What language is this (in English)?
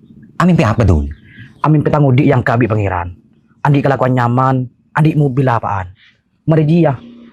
Madurese